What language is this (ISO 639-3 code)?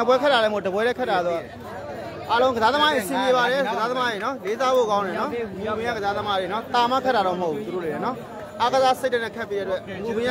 mya